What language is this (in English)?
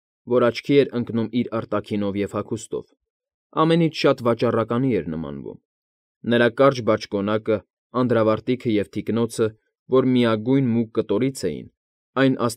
Armenian